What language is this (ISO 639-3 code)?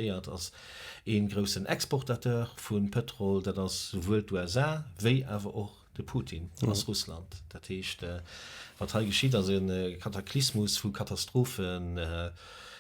ltz